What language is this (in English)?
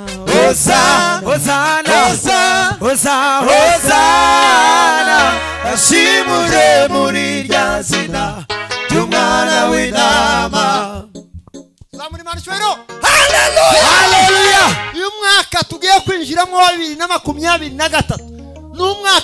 Kinyarwanda